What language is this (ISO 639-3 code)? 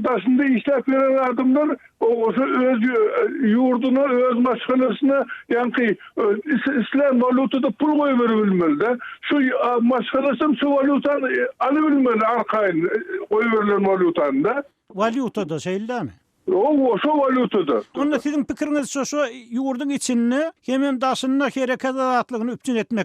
tuk